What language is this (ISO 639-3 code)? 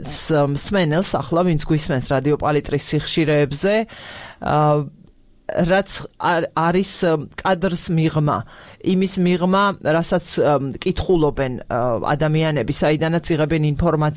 kat